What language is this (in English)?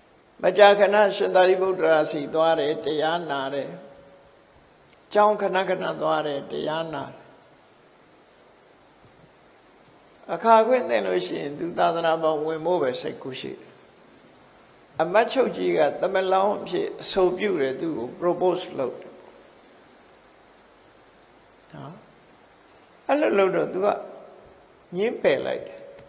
Burmese